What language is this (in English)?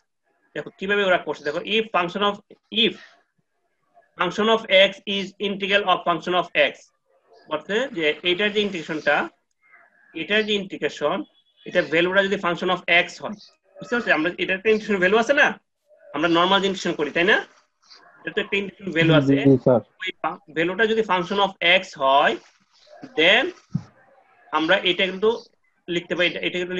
Bangla